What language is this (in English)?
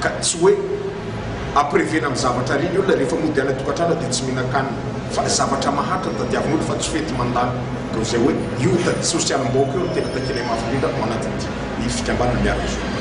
Malagasy